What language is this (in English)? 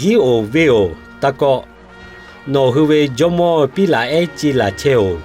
Lahu